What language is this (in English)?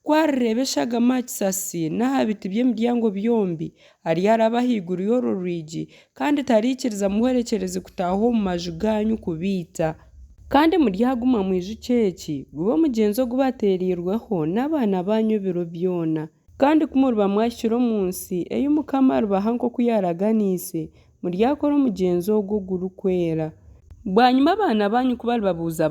Nyankole